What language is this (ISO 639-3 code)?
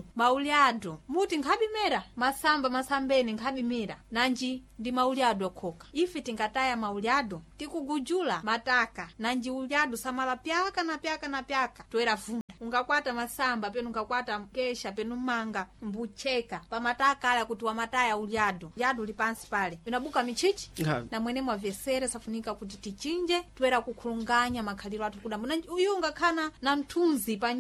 seh